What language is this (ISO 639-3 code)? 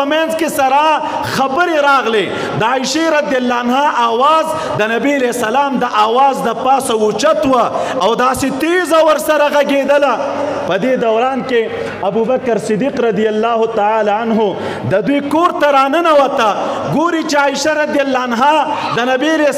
pus